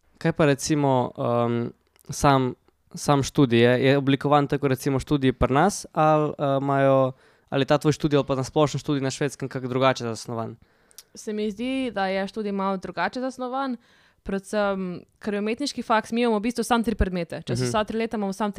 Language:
Slovenian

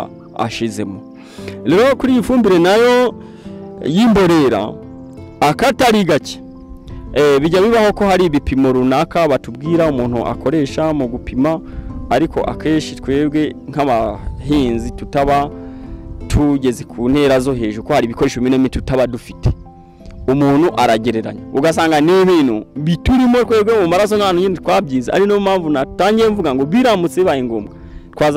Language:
Kinyarwanda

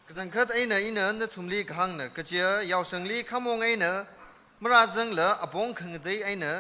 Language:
Tangkhul Naga (India)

